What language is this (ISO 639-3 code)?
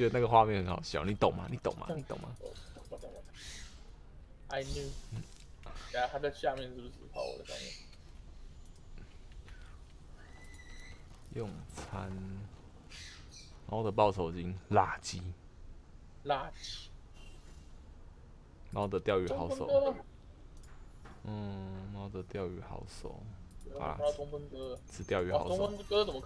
zho